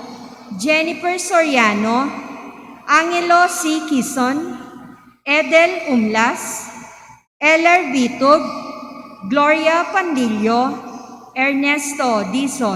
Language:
Pampanga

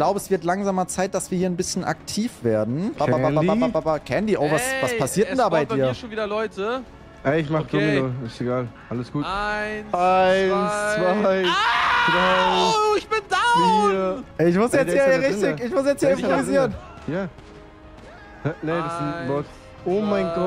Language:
German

